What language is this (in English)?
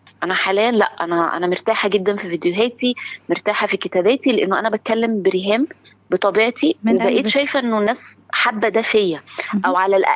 Egyptian Arabic